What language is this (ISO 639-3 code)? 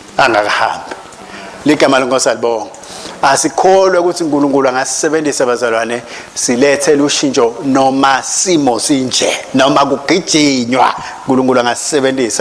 ssw